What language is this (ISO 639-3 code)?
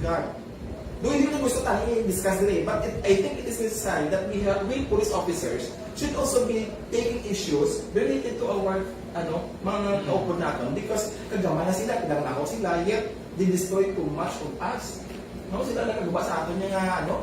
hil